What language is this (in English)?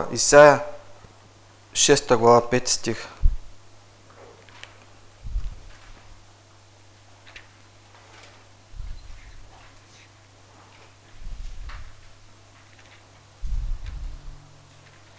Bulgarian